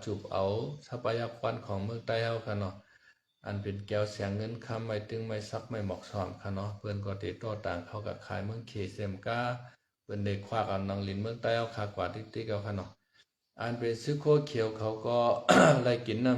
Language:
Shan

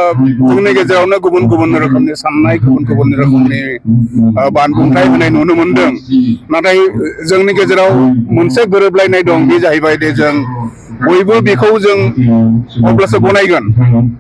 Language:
Bodo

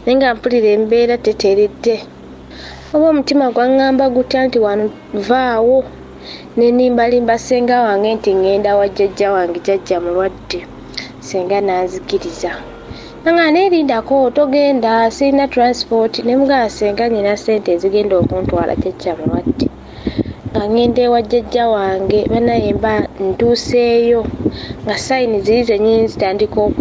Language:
Ganda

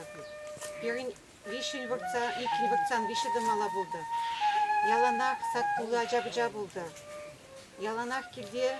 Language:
Chuvash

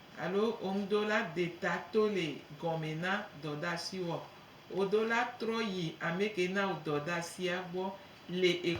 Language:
Gen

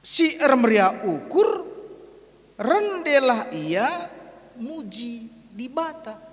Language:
Batak Karo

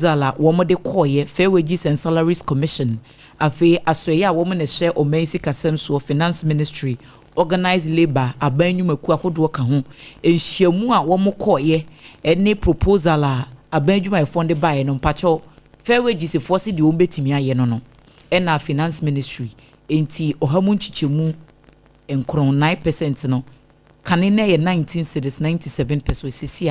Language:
Akan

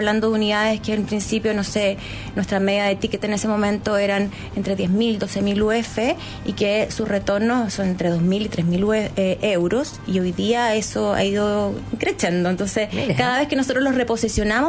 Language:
Spanish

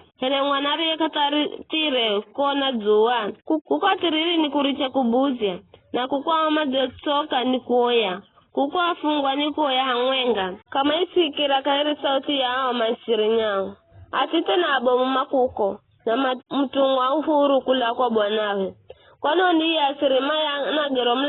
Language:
Giryama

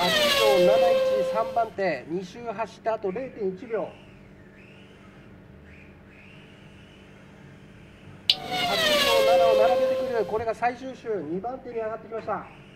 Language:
Japanese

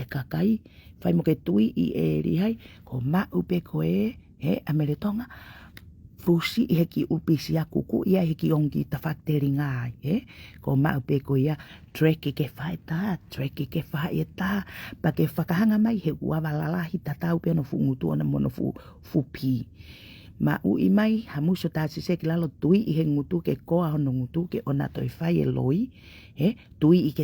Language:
Tongan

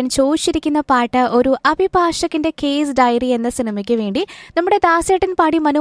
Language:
Malayalam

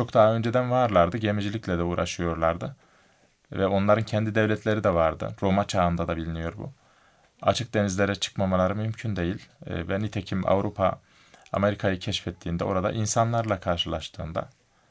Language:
Turkish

